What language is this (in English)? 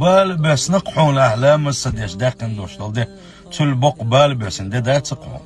Chechen